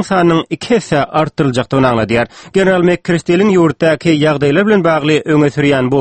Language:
Turkmen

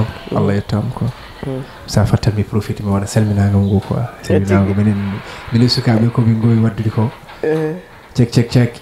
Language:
Fula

